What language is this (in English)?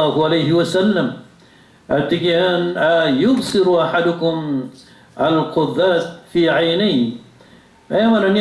Maranao